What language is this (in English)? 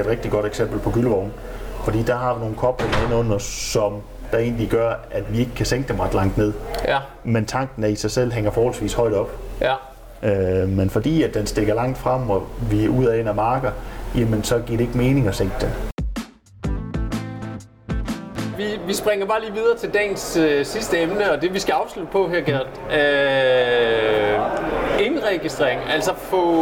Danish